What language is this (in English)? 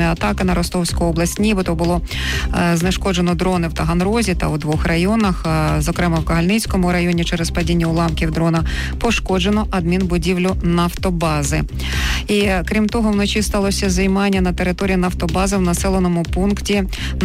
Ukrainian